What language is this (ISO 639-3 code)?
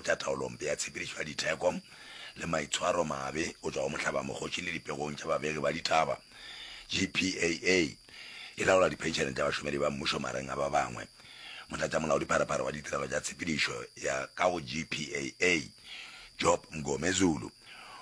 nso